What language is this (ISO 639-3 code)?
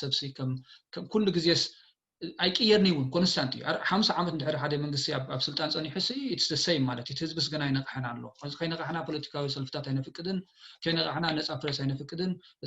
tir